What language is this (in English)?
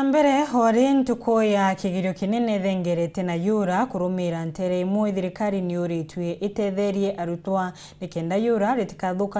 Meru